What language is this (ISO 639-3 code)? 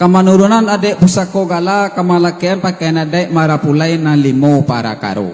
min